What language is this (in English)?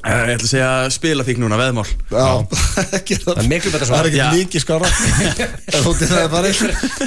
Icelandic